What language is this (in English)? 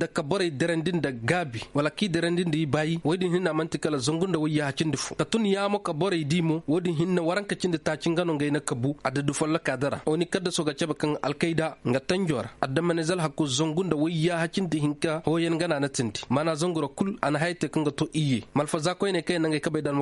Koyraboro Senni